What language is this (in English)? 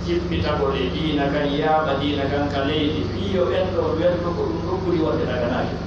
Pular